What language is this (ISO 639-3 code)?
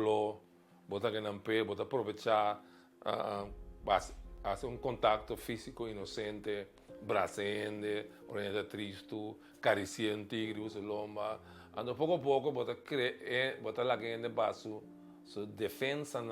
pap